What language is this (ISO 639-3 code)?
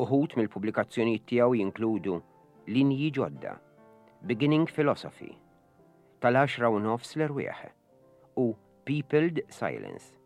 mlt